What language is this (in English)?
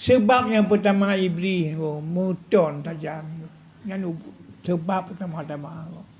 Achinese